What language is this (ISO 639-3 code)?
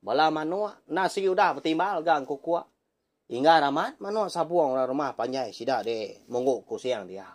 iba